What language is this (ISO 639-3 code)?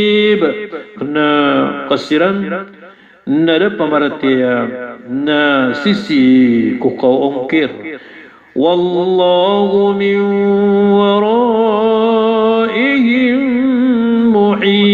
mrw